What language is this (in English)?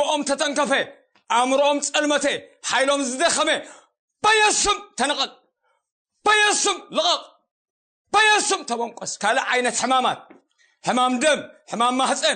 Tigrinya